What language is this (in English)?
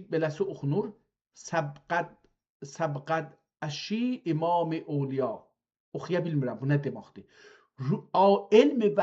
South Azerbaijani